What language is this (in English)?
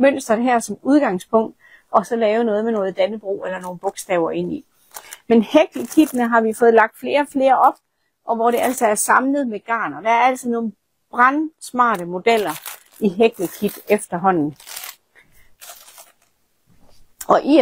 Danish